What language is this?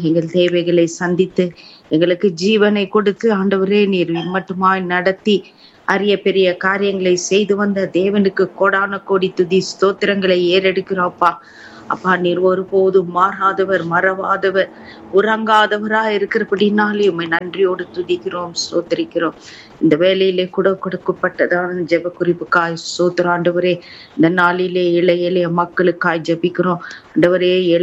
Tamil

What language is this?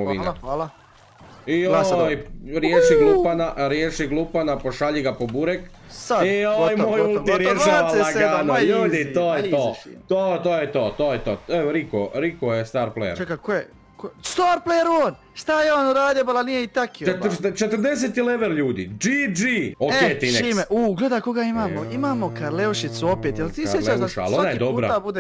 Croatian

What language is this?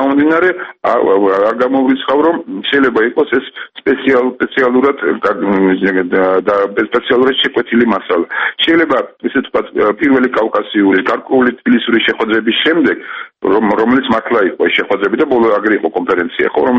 Georgian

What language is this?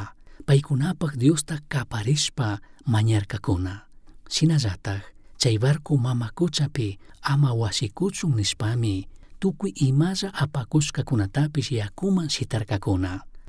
Chimborazo Highland Quichua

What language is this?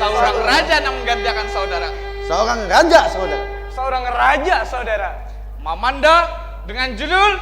Banjar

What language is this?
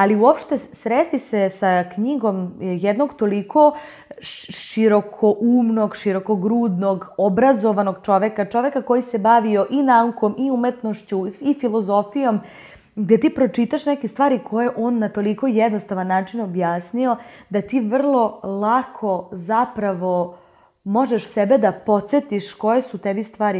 Serbian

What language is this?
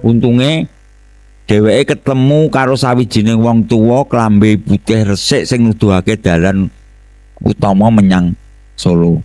Javanese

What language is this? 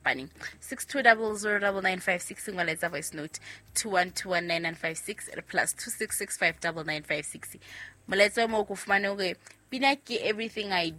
Southern Sotho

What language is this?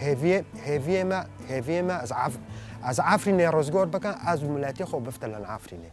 Kurdish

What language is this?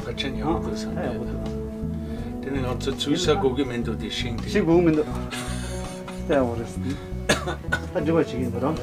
Tibetan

